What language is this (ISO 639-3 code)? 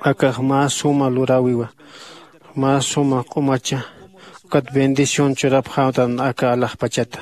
aym